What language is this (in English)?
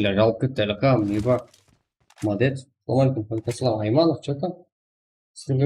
Kara-Kalpak